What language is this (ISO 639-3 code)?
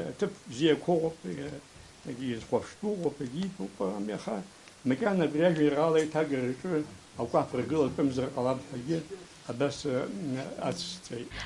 abk